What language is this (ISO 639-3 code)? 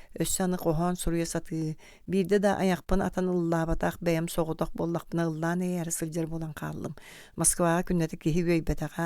sah